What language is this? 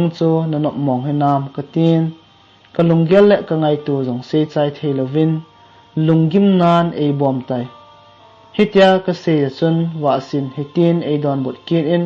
Thado Chin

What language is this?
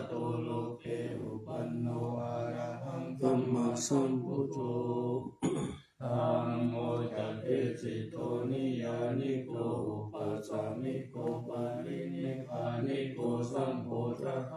Pali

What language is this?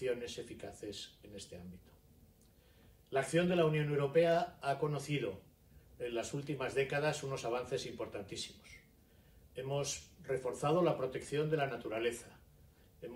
Spanish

